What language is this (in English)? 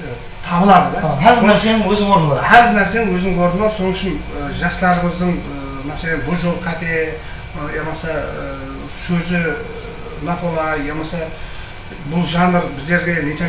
Kara-Kalpak